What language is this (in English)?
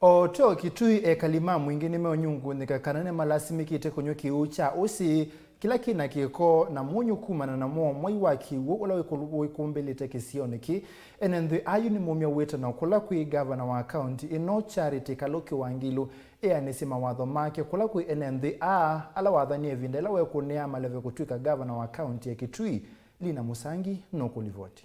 Kamba